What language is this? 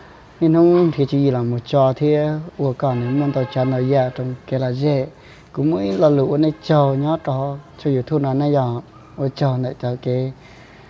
Hmong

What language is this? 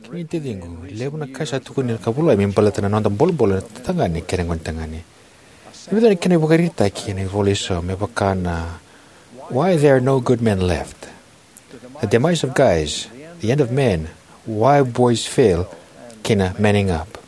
Fijian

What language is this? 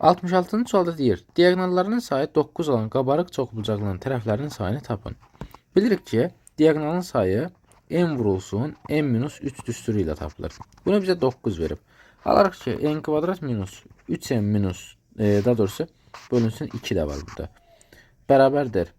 Azerbaijani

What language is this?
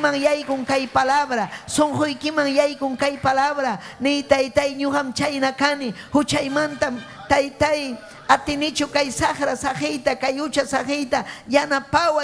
Ayacucho Quechua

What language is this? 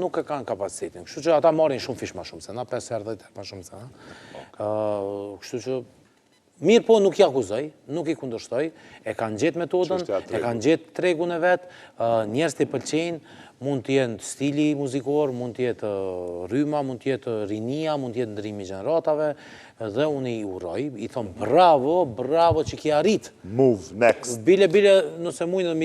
Albanian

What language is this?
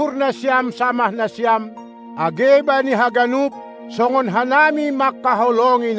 Batak Simalungun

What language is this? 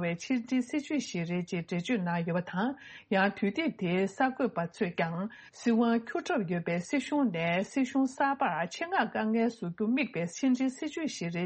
Tibetan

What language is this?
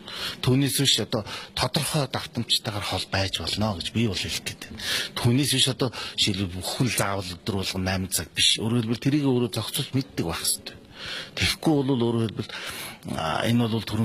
Mongolian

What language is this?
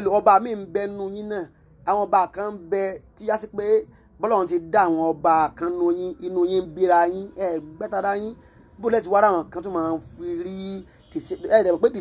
Yoruba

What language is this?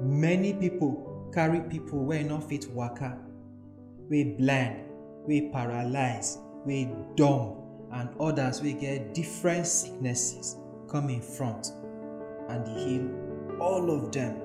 Nigerian Pidgin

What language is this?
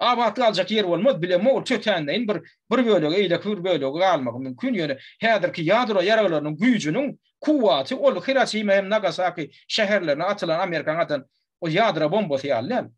Turkmen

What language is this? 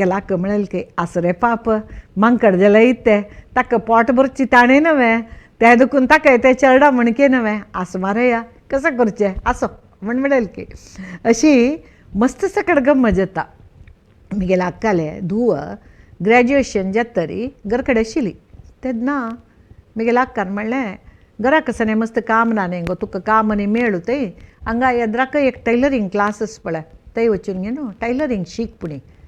Konkani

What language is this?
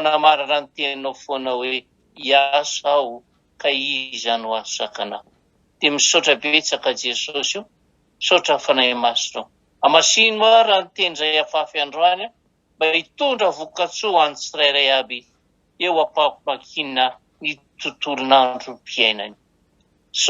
Malagasy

